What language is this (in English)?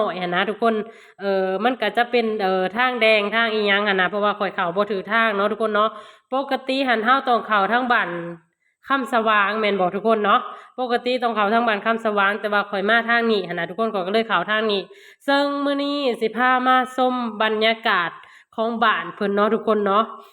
Lao